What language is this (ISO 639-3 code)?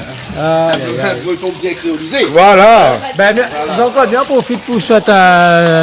rcf